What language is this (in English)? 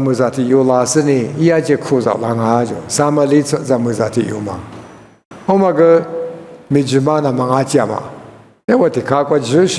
Lisu